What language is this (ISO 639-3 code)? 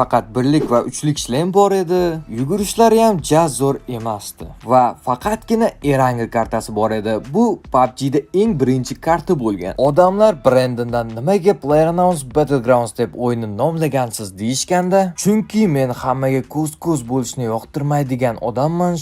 uzb